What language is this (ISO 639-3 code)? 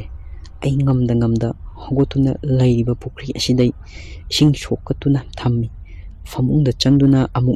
mni